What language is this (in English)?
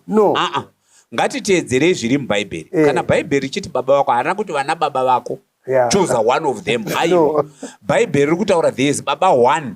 Shona